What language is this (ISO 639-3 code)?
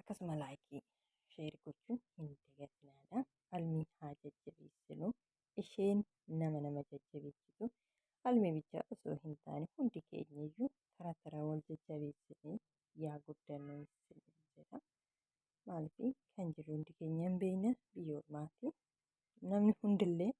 orm